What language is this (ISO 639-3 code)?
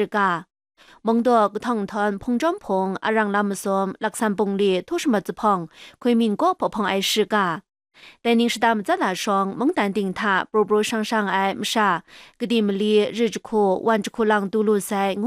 kac